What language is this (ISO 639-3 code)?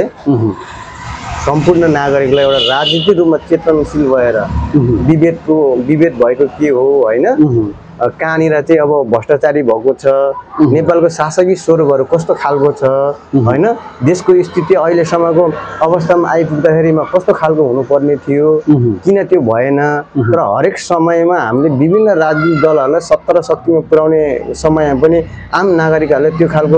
nep